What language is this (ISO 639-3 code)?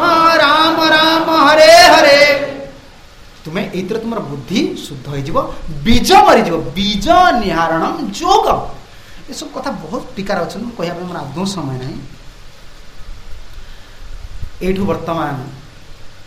ori